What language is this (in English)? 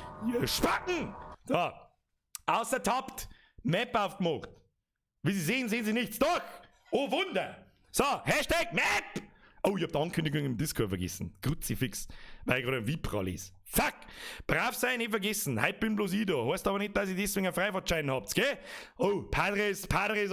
Bavarian